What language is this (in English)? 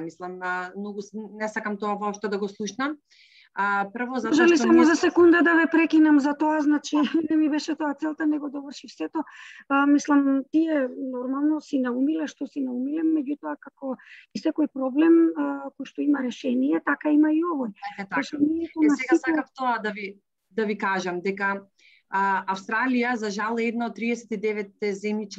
Macedonian